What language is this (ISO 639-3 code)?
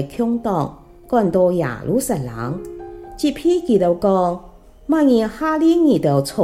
hak